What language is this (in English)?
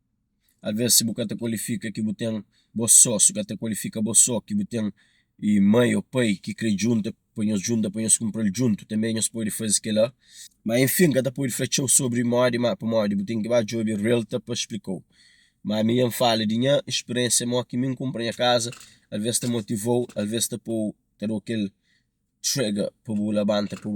Kabuverdianu